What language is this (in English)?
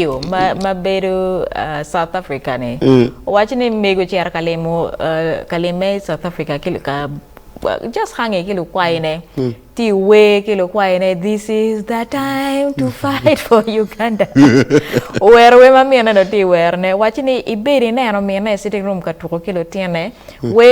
Acoli